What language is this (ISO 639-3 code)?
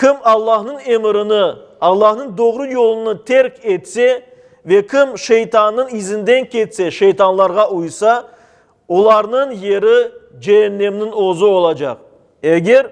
crh